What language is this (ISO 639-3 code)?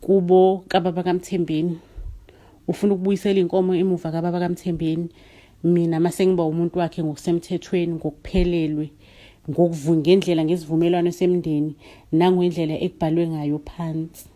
zul